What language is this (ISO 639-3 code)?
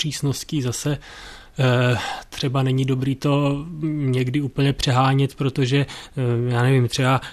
ces